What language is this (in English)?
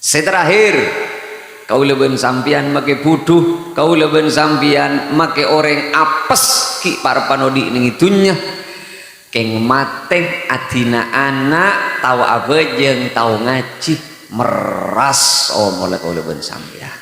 Madurese